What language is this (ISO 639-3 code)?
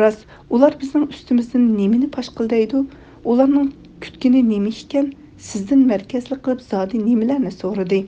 uig